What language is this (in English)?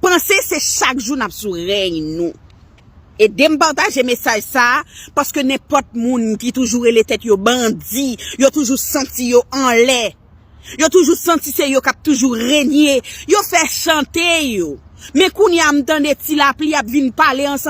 Haitian Creole